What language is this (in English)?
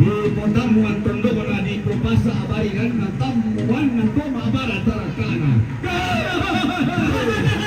Toraja-Sa'dan